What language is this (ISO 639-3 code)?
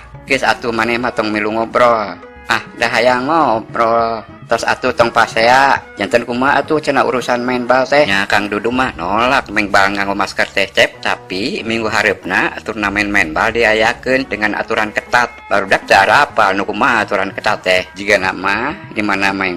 sun